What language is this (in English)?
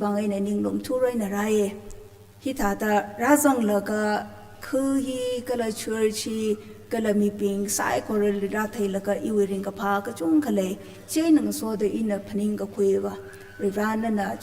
Tangkhul Naga (India)